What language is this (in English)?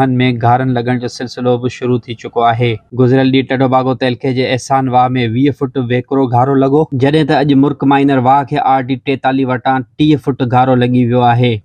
Sindhi